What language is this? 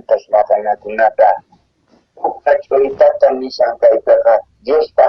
South Bolivian Quechua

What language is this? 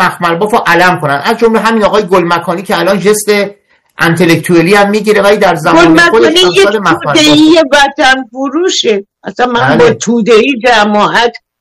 Persian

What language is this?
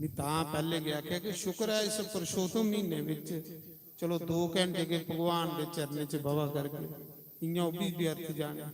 Dogri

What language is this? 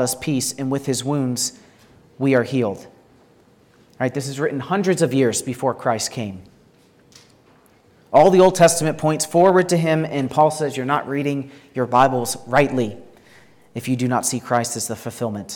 English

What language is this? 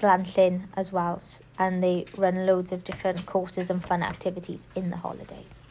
English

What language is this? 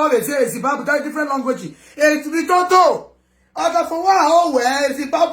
Nigerian Pidgin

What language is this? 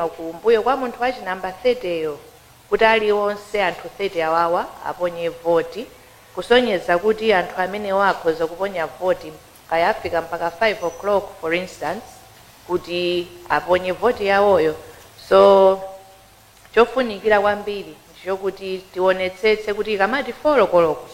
Nyanja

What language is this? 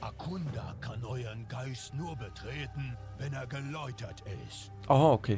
Swiss German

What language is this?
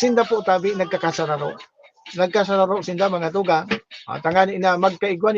Bikol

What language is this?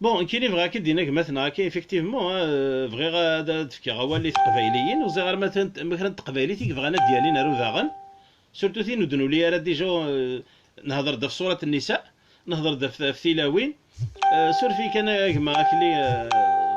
Kabyle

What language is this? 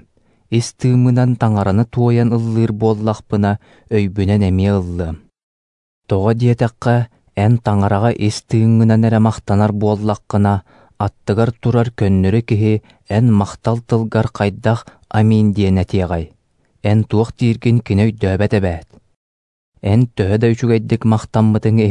Yakut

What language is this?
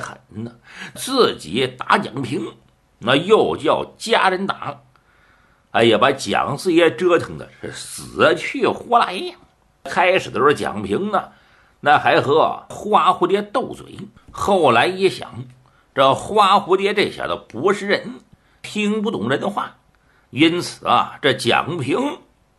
Chinese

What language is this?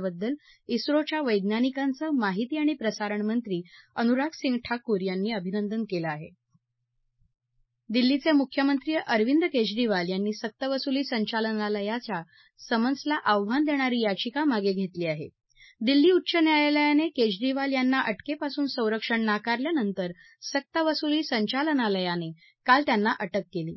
Marathi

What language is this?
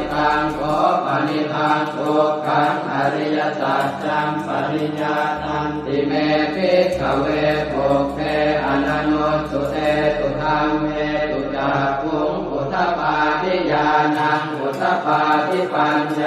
Pali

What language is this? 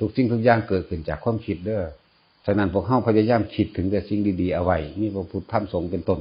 Northeastern Thai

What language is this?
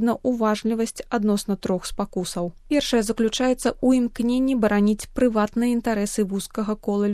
Belarusian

